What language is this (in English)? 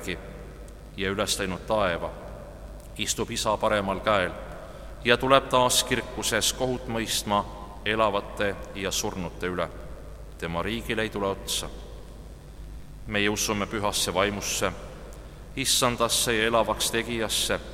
Estonian